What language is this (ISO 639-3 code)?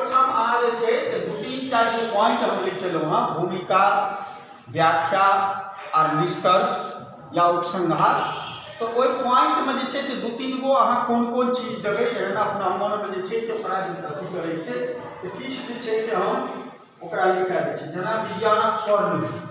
mai